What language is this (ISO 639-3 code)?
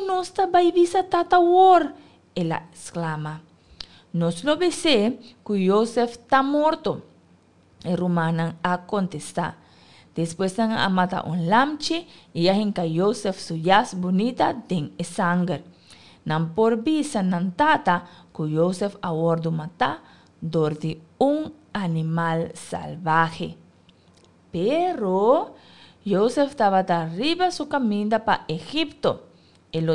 pap